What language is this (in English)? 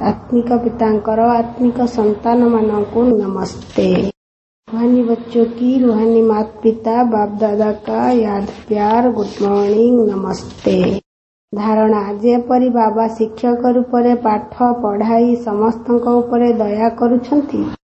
Odia